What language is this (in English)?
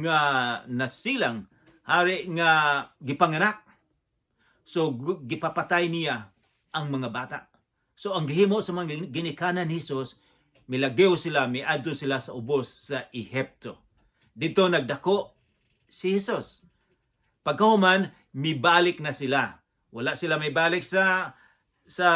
Cebuano